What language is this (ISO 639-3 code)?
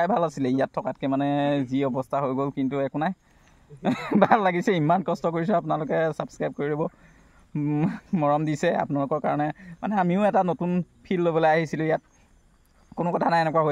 asm